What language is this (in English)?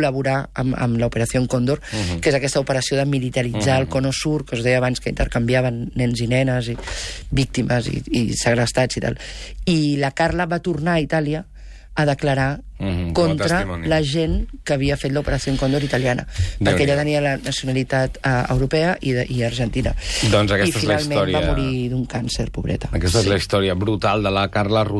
Catalan